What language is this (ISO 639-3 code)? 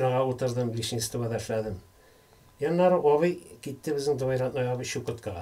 tat